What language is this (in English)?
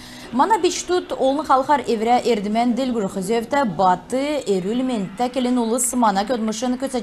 Kalmyk